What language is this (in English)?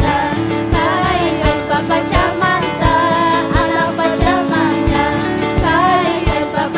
Ayacucho Quechua